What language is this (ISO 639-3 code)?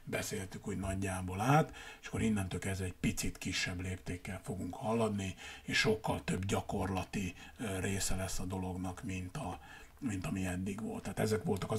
hun